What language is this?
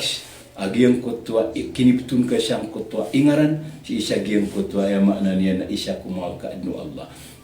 Maranao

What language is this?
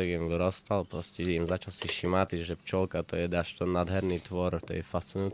Rusyn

